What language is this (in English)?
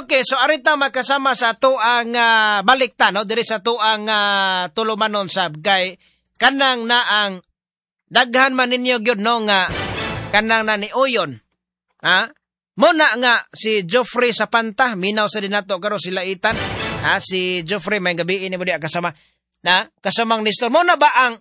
Cebuano